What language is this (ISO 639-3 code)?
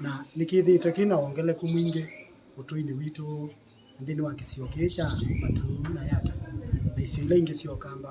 kam